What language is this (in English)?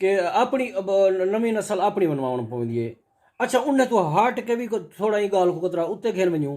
Saraiki